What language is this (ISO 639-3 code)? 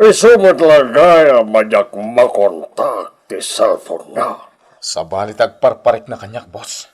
ilo